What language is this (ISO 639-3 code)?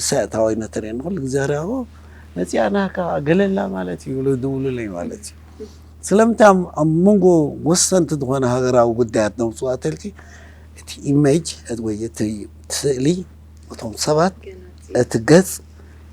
tir